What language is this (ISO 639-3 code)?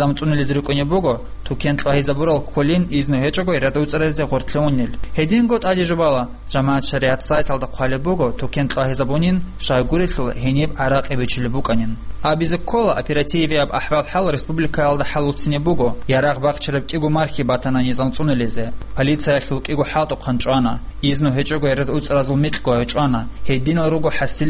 ava